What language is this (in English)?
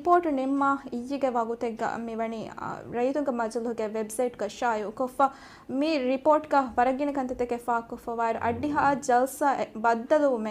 Divehi